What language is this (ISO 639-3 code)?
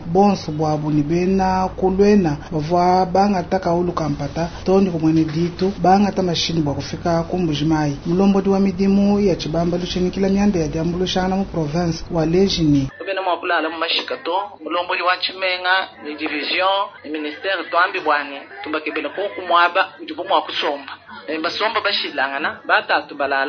lua